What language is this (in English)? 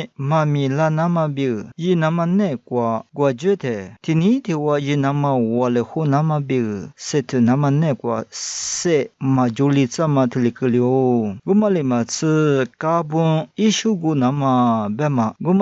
Lisu